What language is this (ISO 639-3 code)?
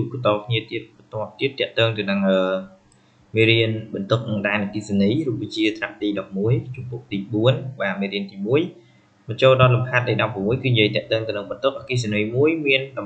khm